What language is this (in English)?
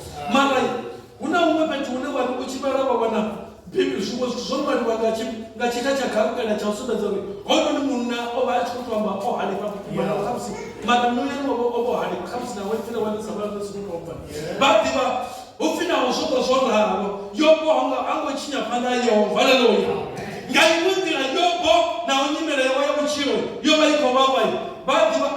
Venda